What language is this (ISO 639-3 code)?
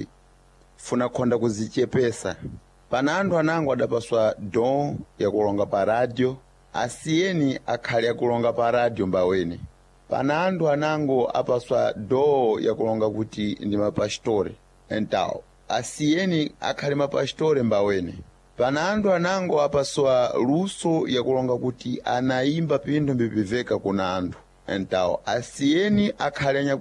seh